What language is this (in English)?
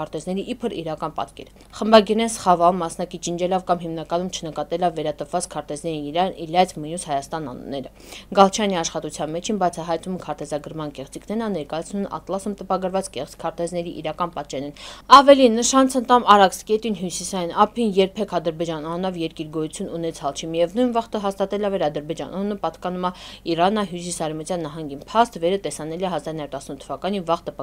Armenian